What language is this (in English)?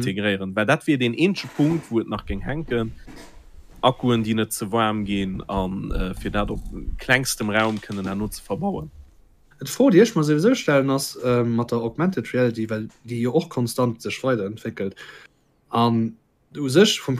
Luxembourgish